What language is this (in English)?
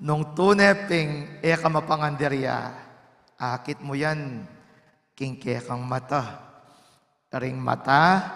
Pampanga